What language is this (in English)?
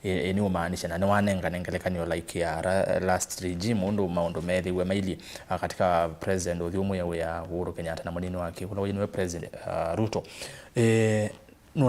Kamba